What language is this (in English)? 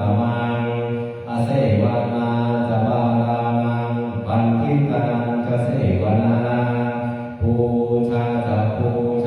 Pali